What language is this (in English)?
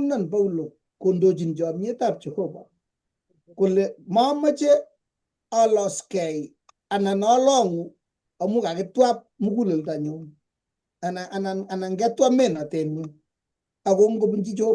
Kalenjin